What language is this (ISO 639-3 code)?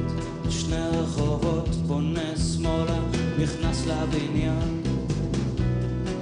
heb